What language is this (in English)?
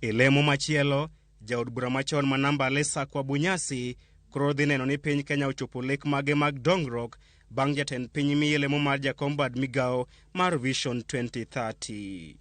Luo (Kenya and Tanzania)